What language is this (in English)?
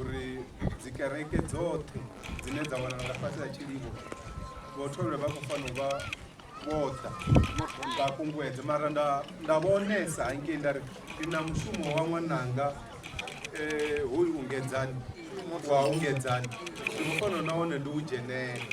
Venda